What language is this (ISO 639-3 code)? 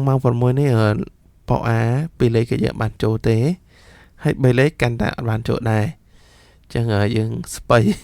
khm